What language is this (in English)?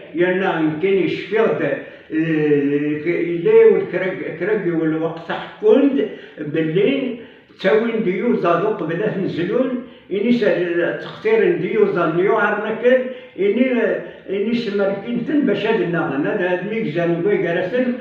Kabyle